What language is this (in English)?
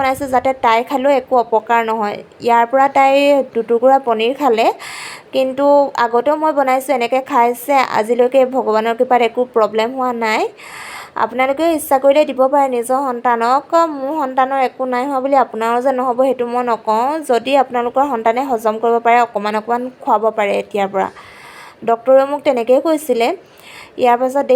Assamese